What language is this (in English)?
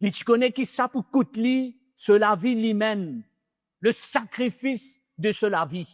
Morisyen